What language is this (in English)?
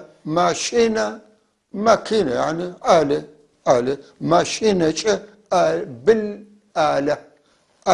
North Levantine Arabic